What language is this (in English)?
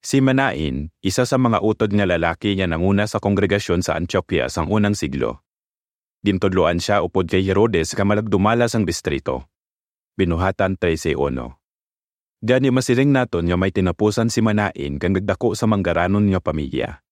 Hiligaynon